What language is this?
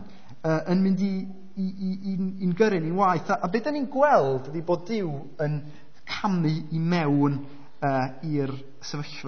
Welsh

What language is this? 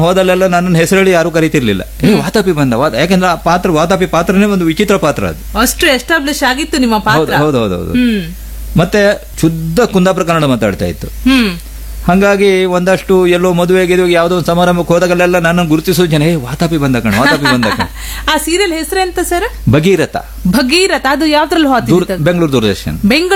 Kannada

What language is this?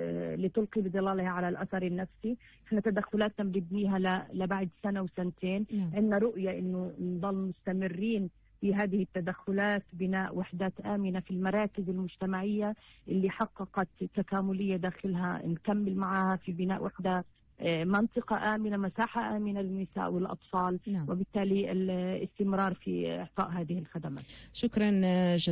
North Levantine Arabic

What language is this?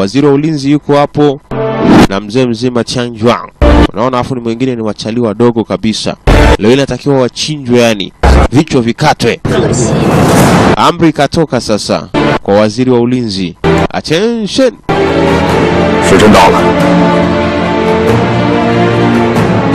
Swahili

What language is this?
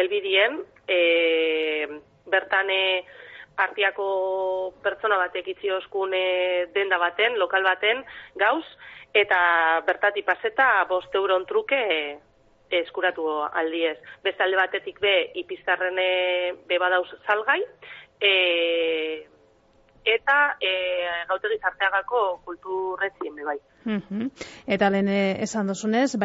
Basque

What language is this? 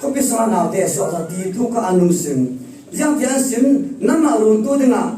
Falam Chin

